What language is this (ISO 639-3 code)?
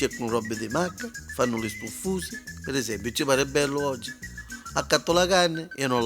nap